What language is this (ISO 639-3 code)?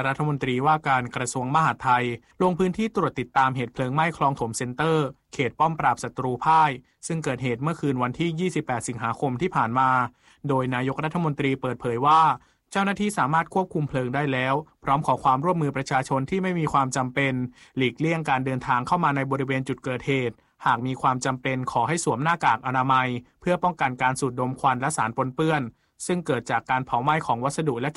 tha